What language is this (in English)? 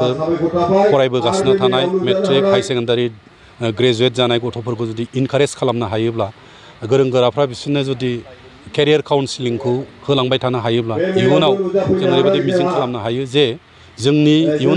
Bodo